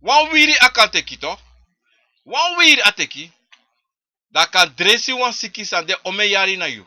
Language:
Sranan Tongo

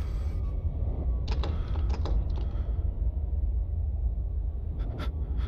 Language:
Czech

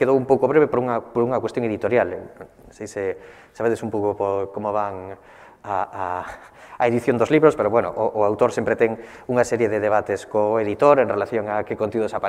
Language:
Galician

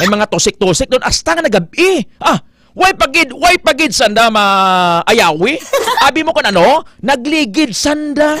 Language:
Hiligaynon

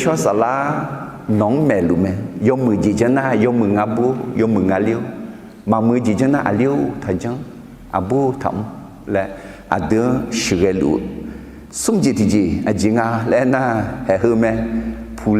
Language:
Akha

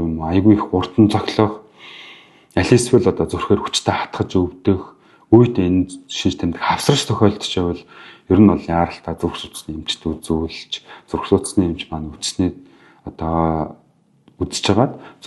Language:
Mongolian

